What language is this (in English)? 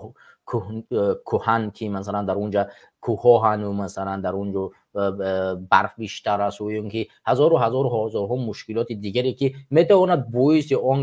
Tajik